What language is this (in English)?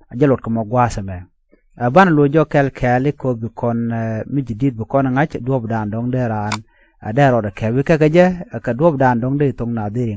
Nuer